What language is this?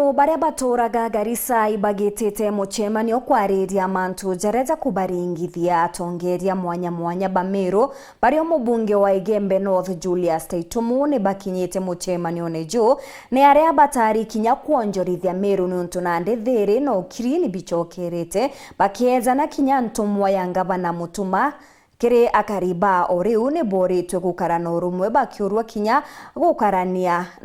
Meru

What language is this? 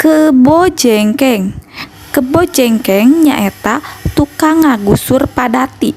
Sundanese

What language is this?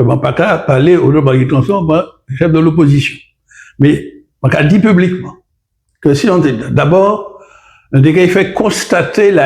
Guadeloupean Creole French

